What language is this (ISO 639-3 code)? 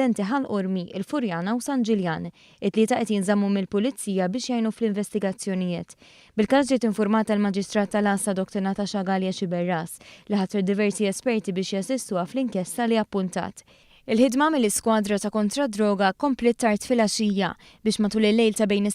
mlt